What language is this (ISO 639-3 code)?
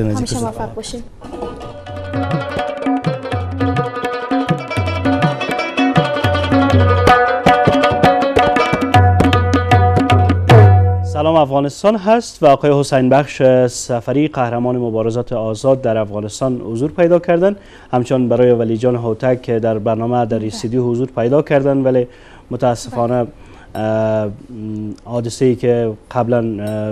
fas